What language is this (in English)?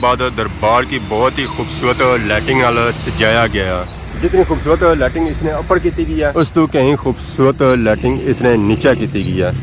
Pahari-Potwari